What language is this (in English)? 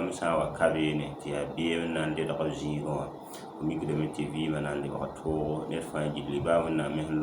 Mossi